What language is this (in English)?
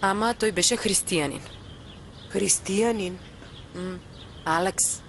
Macedonian